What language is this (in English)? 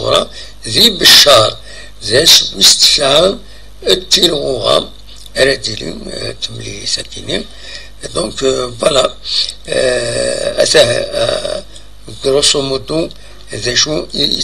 Kabyle